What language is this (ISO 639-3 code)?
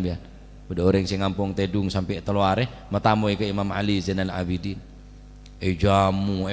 mad